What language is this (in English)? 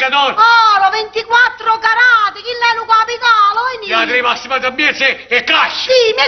Neapolitan